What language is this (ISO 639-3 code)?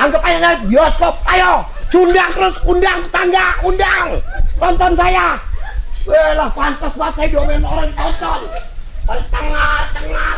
bew